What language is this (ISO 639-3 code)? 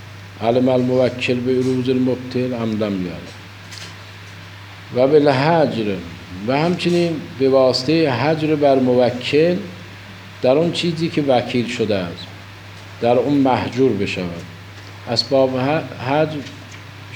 fas